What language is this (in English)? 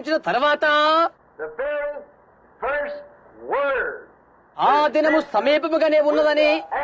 Telugu